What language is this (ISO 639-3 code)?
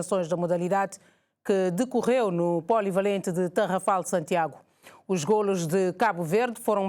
por